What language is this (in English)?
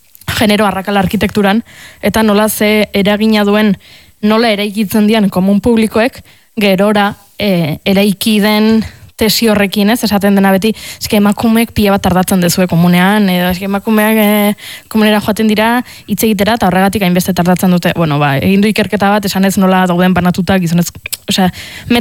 Basque